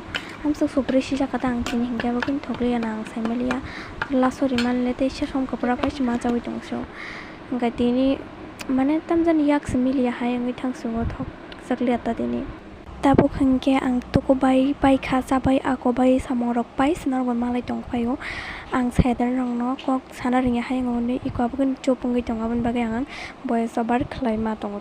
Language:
Kok Borok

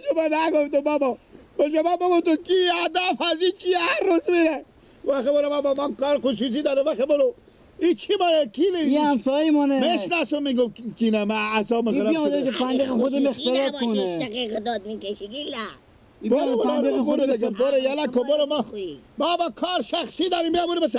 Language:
Persian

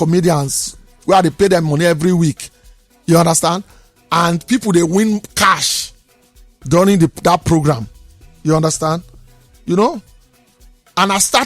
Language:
Nigerian Pidgin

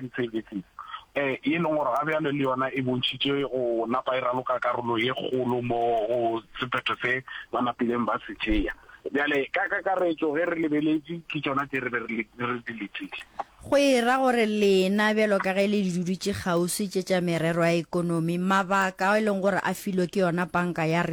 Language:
Northern Sotho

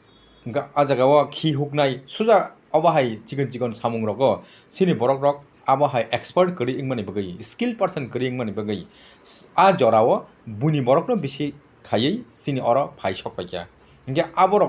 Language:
Kok Borok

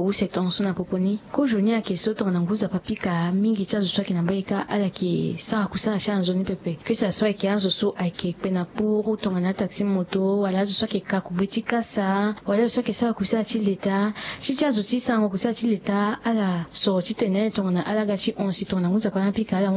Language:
Sango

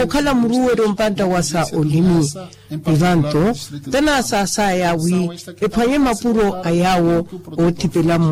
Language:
Makhuwa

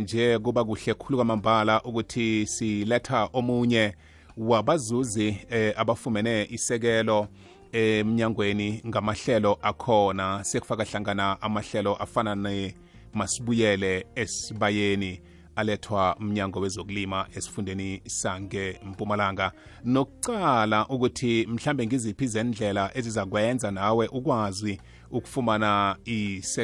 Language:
South Ndebele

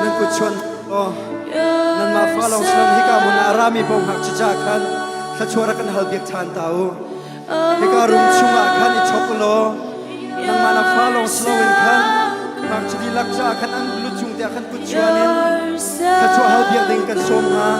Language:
Hakha Chin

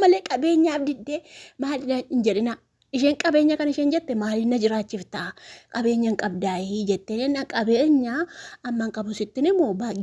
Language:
Oromo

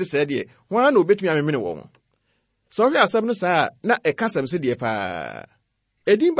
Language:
Akan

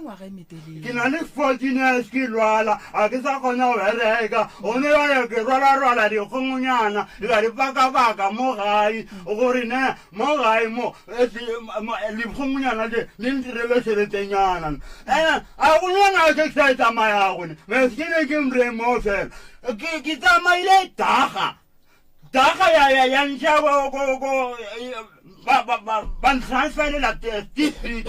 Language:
Northern Sotho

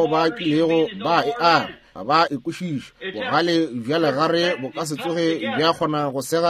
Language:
Northern Sotho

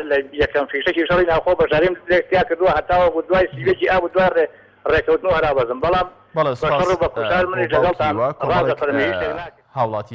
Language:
Central Kurdish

